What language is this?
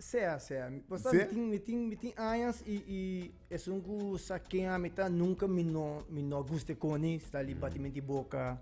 Papiamento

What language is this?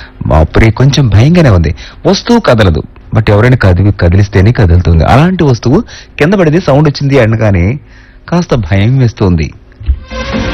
Telugu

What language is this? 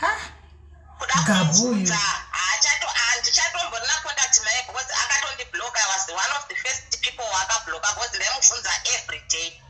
Shona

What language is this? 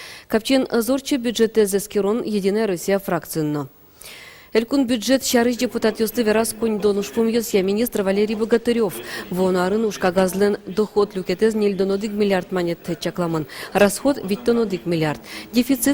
Udmurt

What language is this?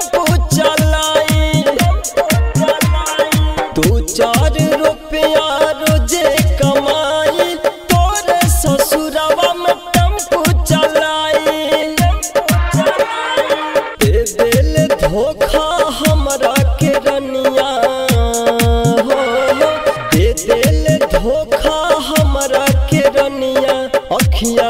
Bhojpuri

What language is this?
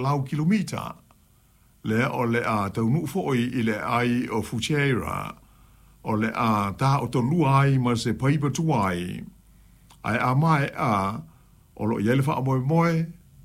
Samoan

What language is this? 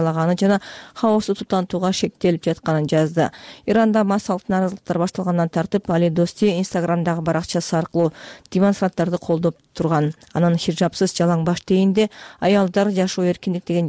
Kyrgyz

